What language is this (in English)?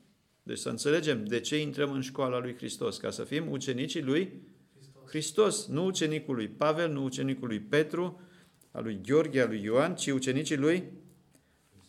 Romanian